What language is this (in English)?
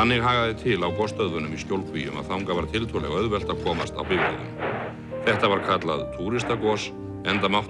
Icelandic